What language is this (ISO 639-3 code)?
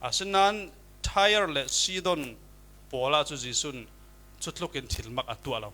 cfm